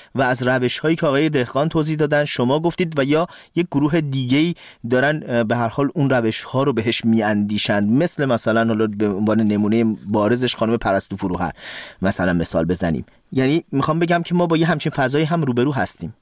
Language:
Persian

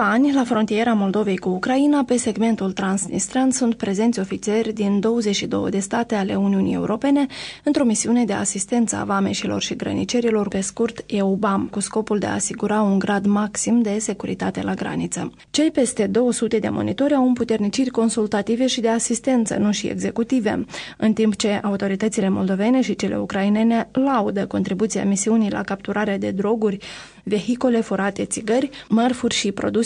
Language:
Romanian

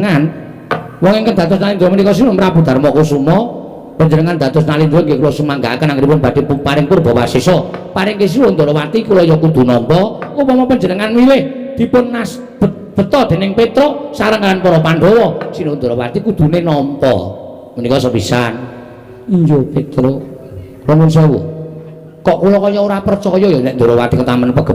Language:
Javanese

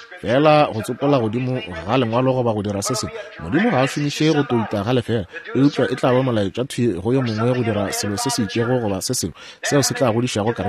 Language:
Northern Sotho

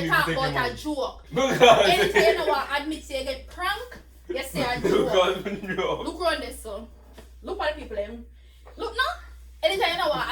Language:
Jamaican Creole English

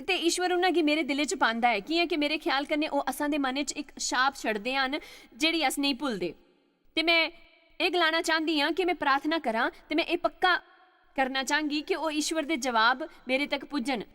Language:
Dogri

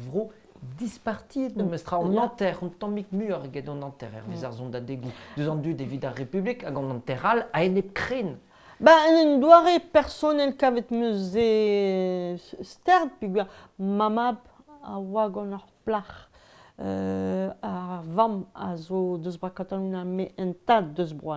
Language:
Breton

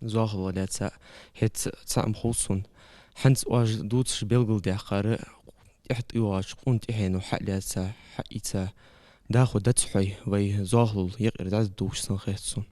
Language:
Ingush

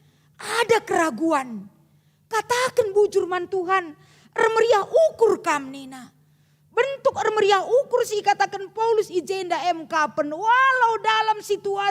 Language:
Batak Karo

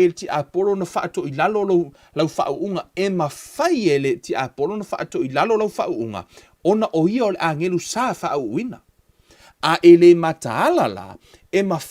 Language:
Samoan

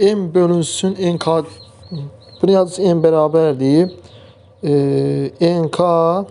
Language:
Azerbaijani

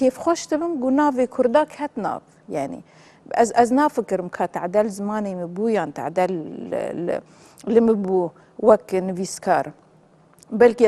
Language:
Kurdish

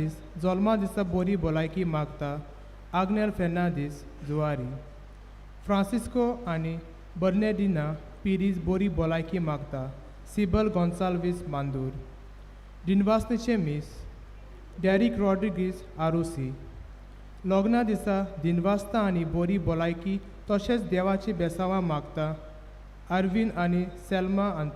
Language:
Konkani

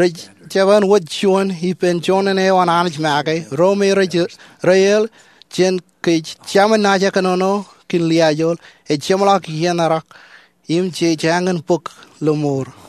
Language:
Marshallese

